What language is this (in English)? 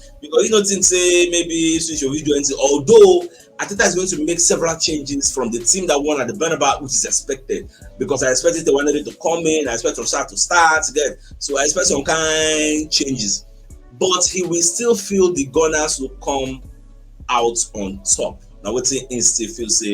Nigerian Pidgin